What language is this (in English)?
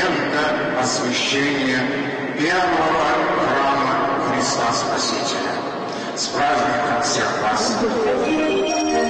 Russian